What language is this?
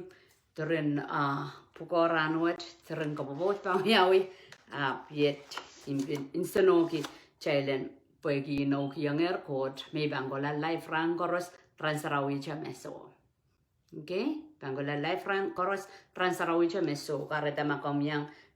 Pohnpeian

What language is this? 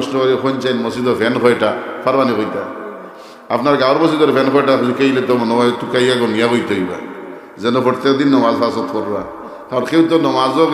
Sylheti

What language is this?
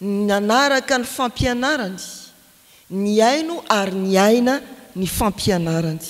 Malagasy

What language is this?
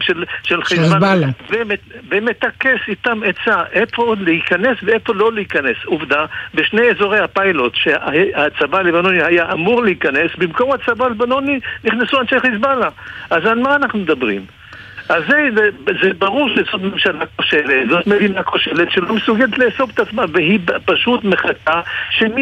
Hebrew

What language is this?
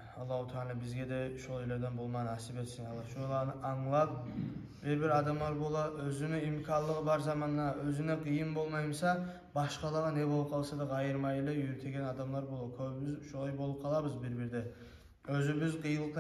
Kumyk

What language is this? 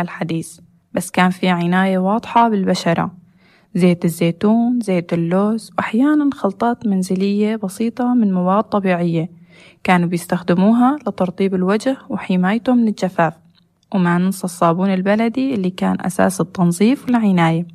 North Levantine Arabic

